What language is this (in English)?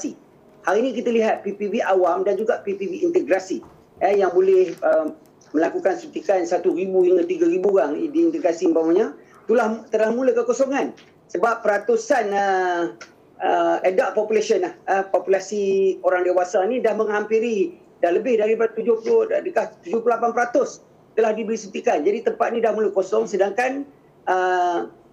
Malay